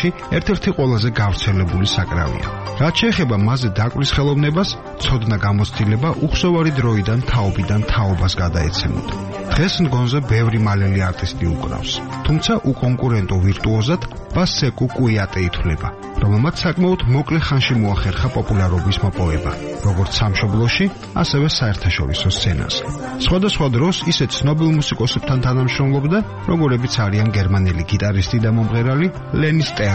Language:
Georgian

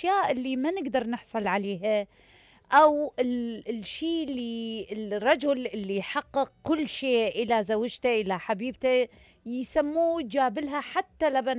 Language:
Mesopotamian Arabic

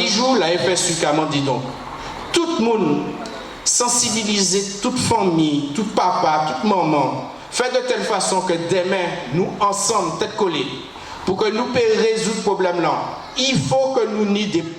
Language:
Guadeloupean Creole French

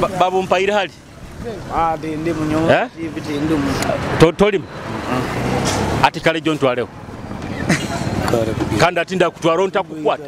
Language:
Nyoro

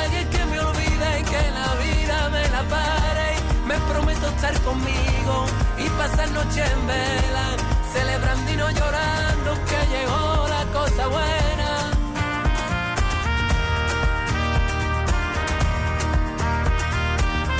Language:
Spanish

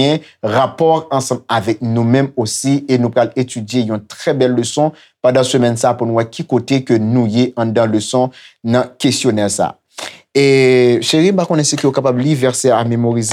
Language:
Haitian Creole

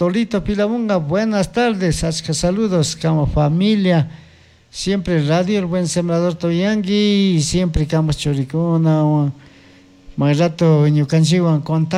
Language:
Chimborazo Highland Quichua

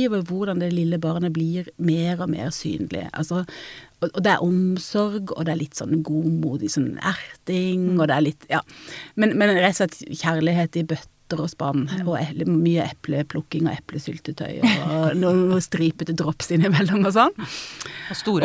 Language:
Norwegian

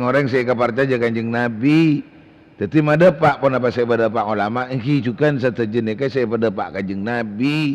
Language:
Madurese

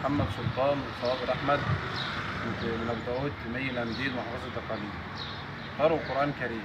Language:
Egyptian Arabic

